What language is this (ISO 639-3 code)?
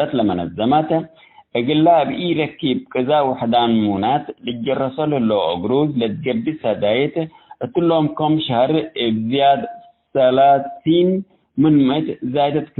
tig